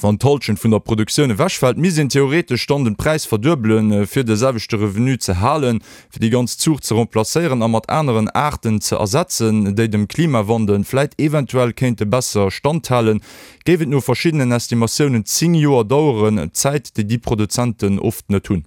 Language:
Luxembourgish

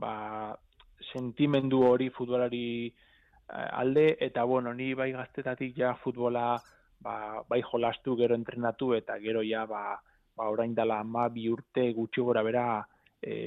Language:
Basque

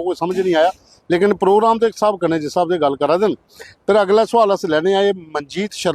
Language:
Dogri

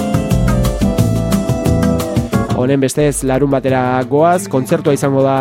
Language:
Basque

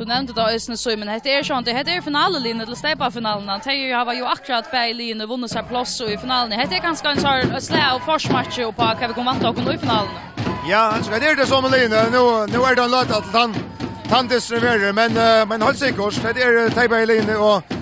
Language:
Faroese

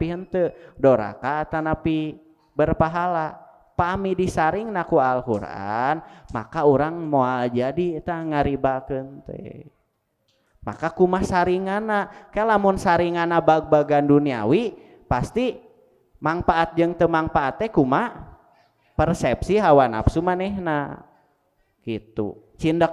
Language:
Sundanese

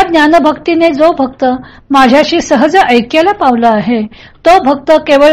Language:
Marathi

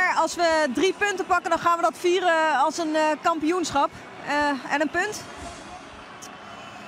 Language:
Dutch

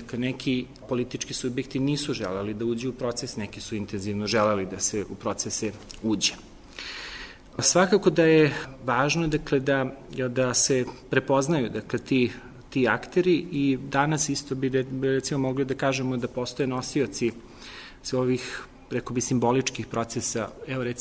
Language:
Serbian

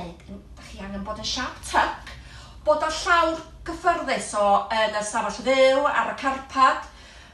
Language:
Welsh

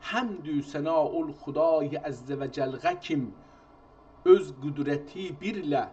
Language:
South Azerbaijani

